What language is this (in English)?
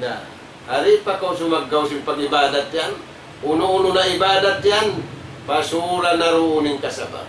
Tausug